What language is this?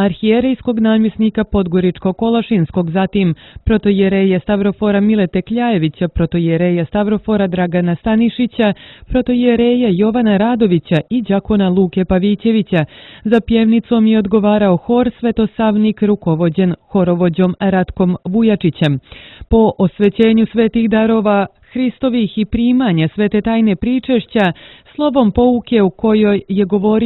Serbian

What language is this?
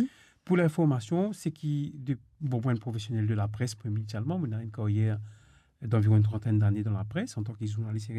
Morisyen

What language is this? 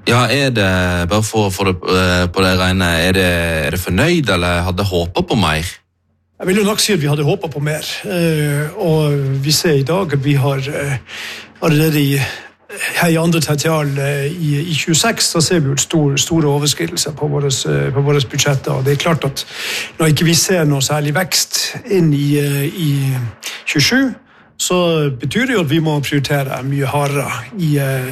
Norwegian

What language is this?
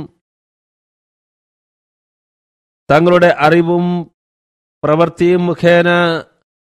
Malayalam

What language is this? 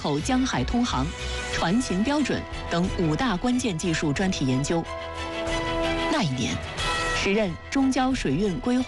Chinese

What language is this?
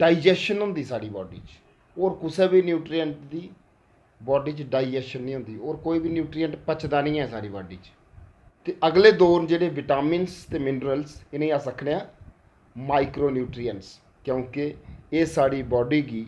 Dogri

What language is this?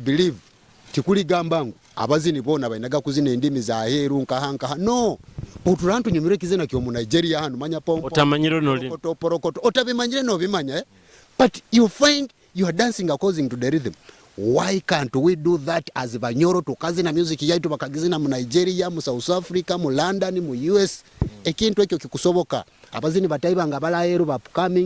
Nyoro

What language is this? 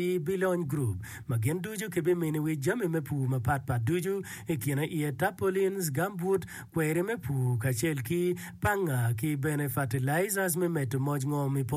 Acoli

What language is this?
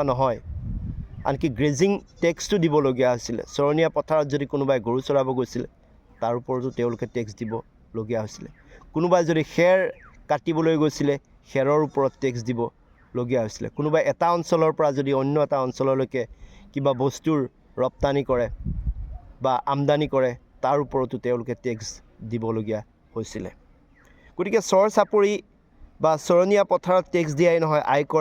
Assamese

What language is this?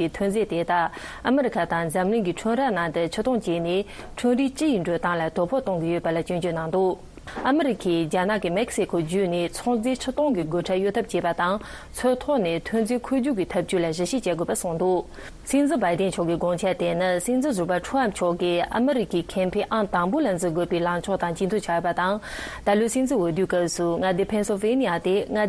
Tibetan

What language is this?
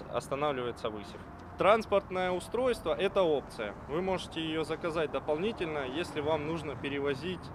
Russian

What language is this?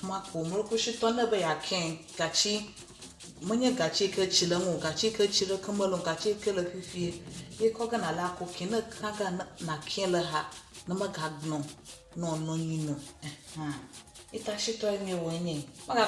Ewe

